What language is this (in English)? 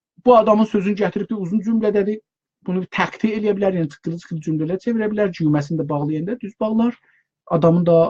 South Azerbaijani